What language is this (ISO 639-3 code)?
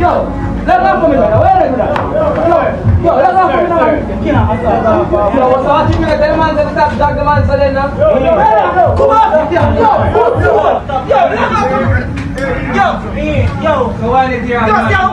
jam